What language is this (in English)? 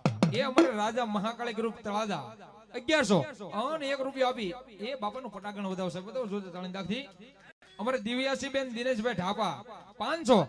Gujarati